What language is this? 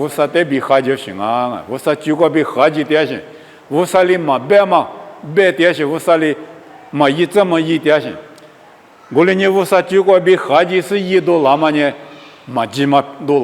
Lisu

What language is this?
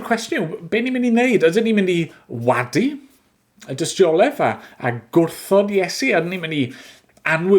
Welsh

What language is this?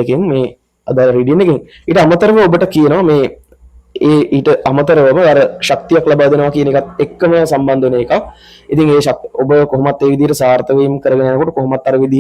Sinhala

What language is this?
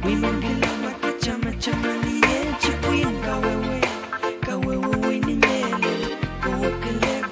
Pohnpeian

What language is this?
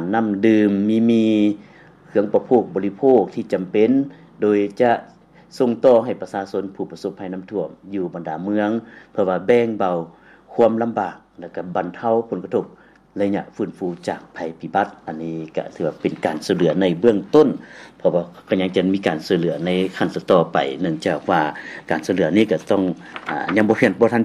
Lao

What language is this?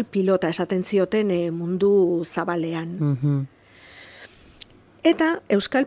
Basque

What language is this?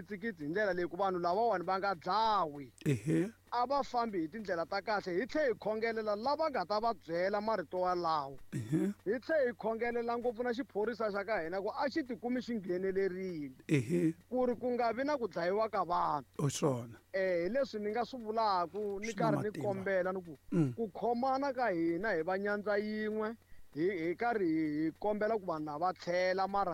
Tsonga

